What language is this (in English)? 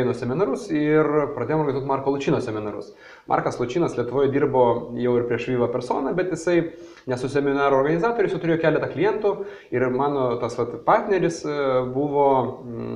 Lithuanian